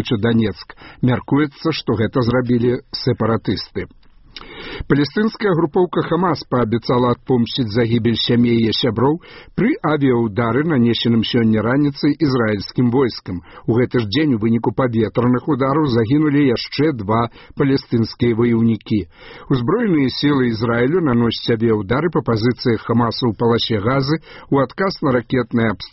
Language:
Belarusian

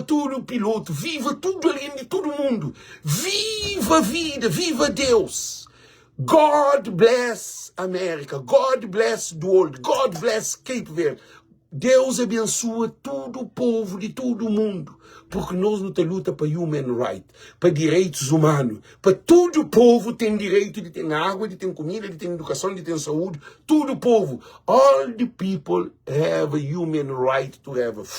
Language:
Kabuverdianu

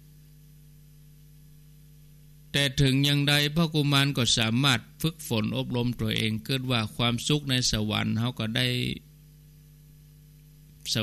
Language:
Thai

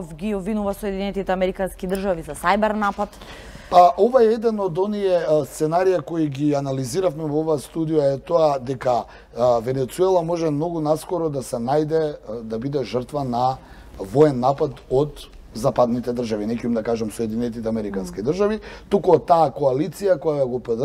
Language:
Macedonian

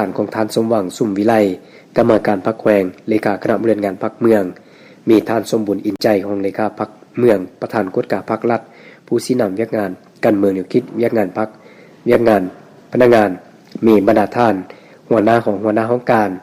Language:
Lao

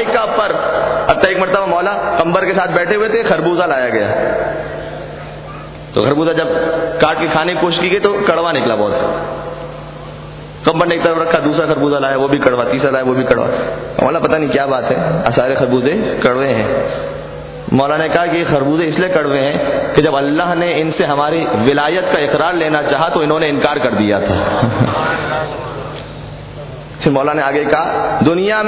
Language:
Urdu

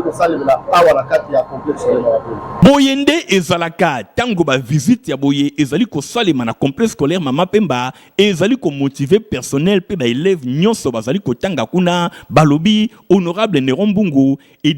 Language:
Lingala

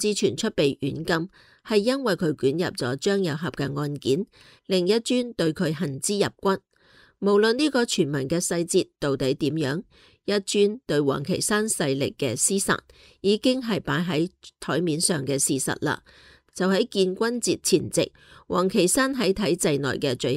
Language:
Cantonese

